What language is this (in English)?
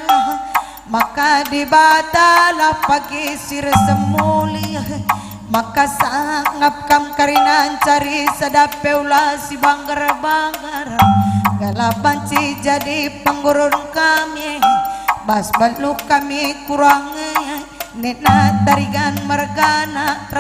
Batak Karo